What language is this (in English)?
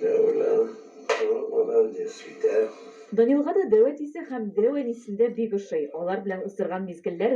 Tatar